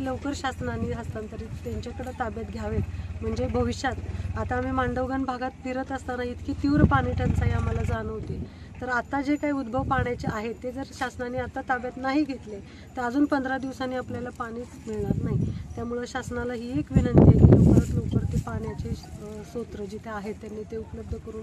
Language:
Marathi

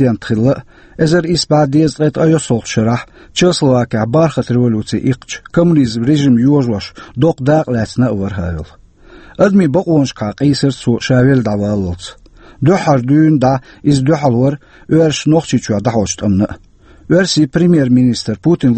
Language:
Chechen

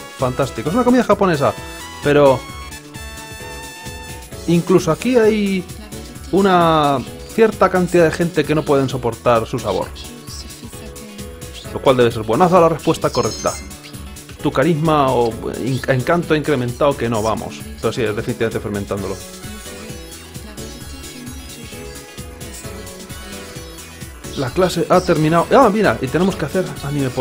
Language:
Spanish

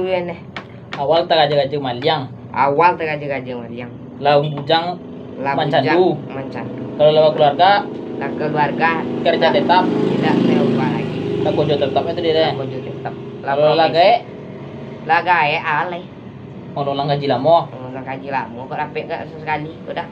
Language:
Minangkabau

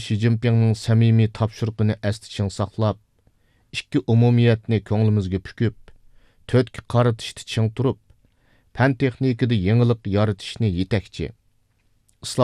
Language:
Uyghur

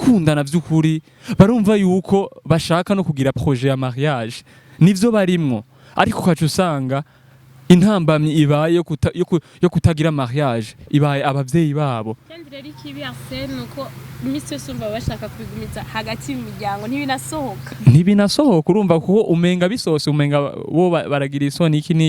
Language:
Rundi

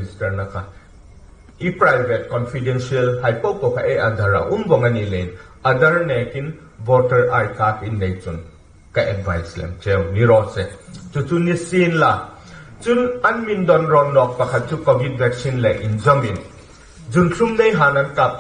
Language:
Hmar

